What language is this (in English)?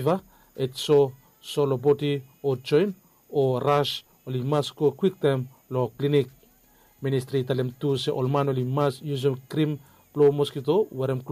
Bislama